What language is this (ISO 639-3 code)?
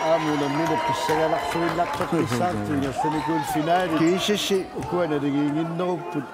kal